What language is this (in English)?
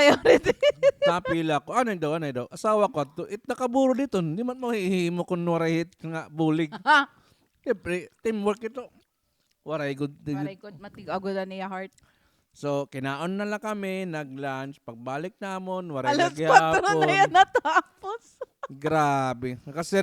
Waray